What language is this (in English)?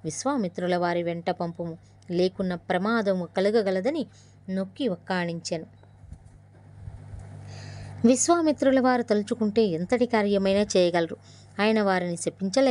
Telugu